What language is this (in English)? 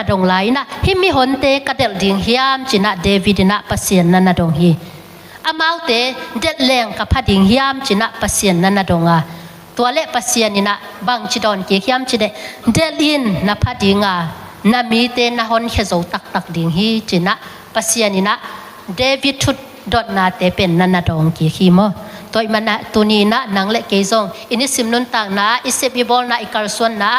Tedim Chin